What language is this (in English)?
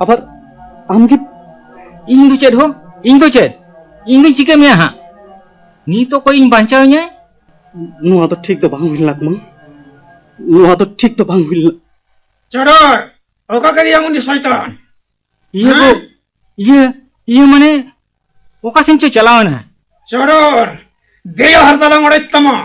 Santali